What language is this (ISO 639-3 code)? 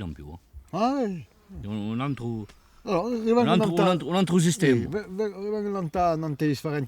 cos